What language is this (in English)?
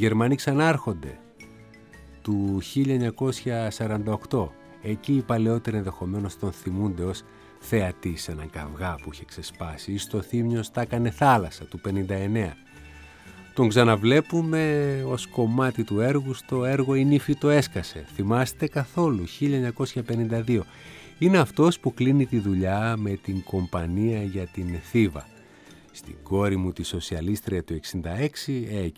Greek